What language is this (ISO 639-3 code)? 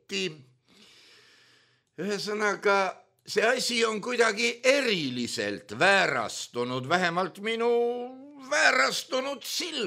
est